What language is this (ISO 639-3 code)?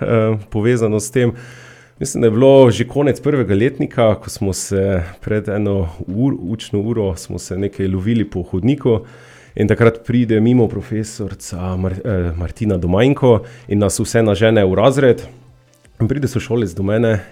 slv